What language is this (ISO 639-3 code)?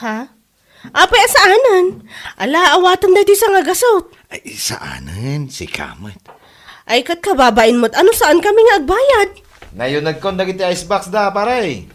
ilo